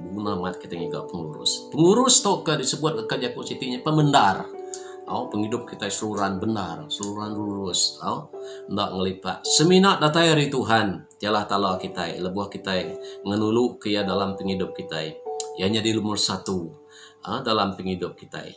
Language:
Iban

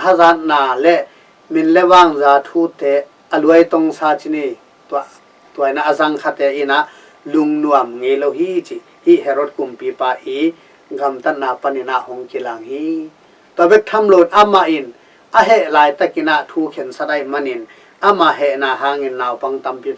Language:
Tedim Chin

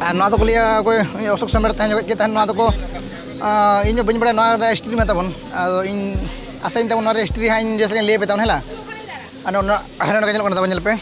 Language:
Santali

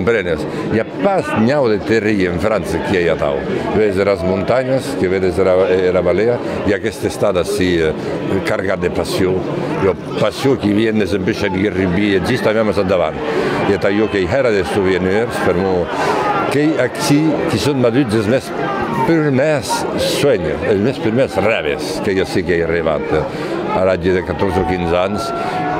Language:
Occitan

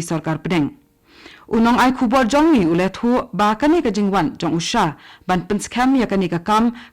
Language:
Khasi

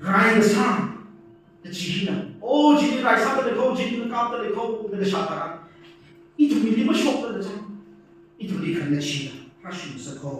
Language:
Tangkhul Naga (India)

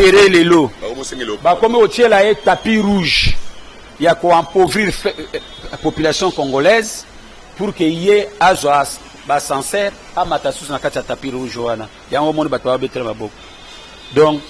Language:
Lingala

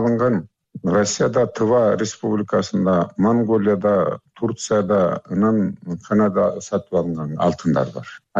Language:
Kyrgyz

